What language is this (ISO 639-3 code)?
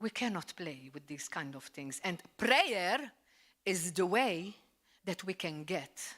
eng